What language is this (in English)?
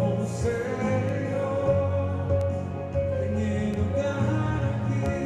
Papiamento